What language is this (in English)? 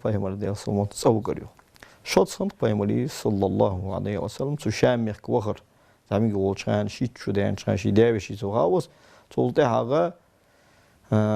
Ingush